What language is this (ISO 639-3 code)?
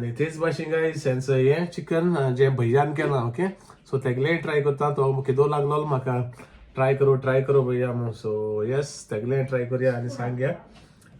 kok